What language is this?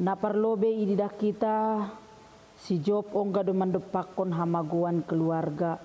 Batak Simalungun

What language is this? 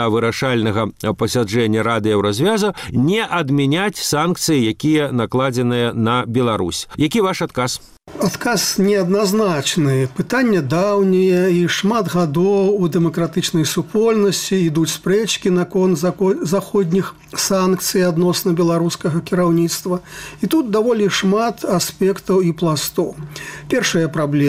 Belarusian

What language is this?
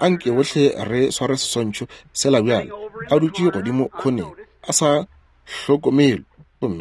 Northern Sotho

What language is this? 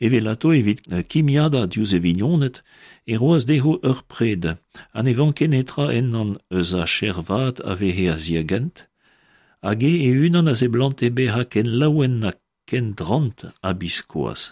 Breton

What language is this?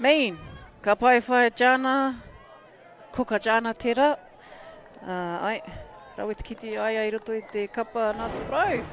Māori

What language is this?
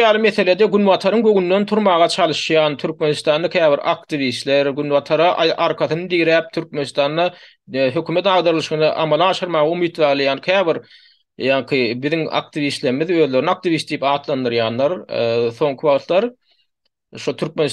Turkmen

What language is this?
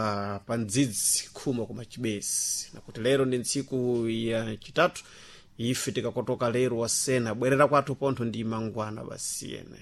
Sena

